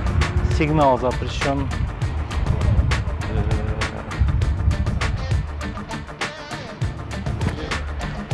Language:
Kyrgyz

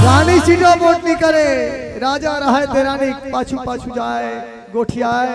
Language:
Chhattisgarhi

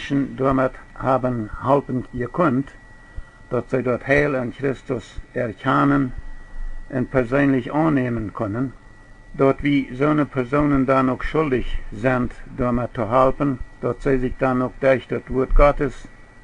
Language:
Plautdietsch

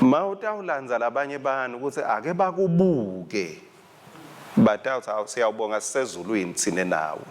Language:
Swati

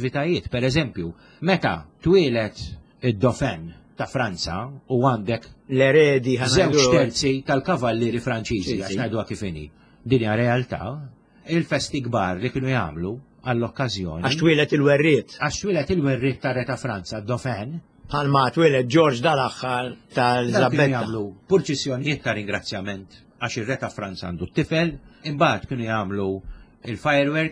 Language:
Maltese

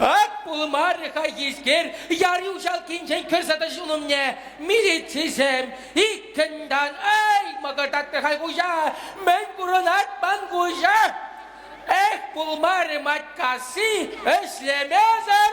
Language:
Chuvash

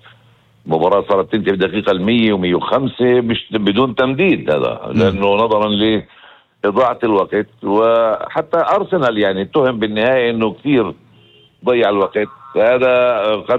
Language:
North Levantine Arabic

